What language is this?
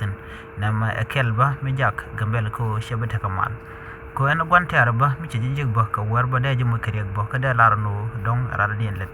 Nuer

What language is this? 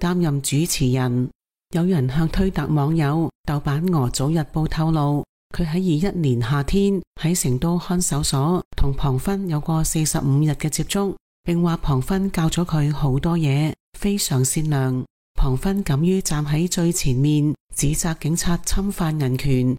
Cantonese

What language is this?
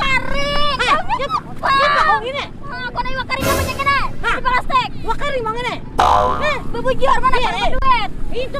Banjar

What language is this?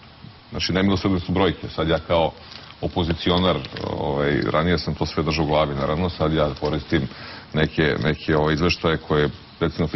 Serbian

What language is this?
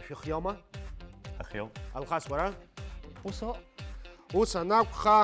Abkhazian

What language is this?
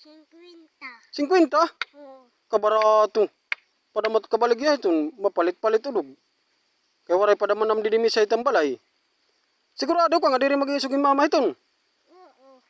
Waray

